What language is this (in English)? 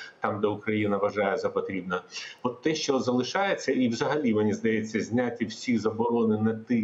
Ukrainian